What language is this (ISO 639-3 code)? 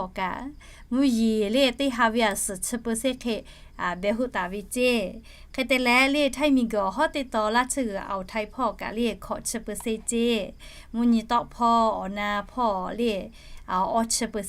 lhu